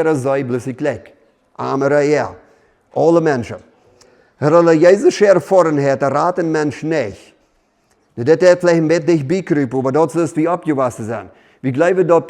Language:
Plautdietsch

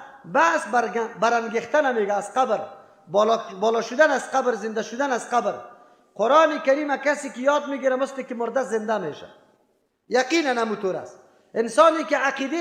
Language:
Persian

